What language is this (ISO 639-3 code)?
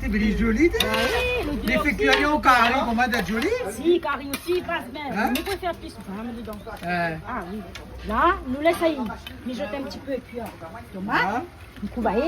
rcf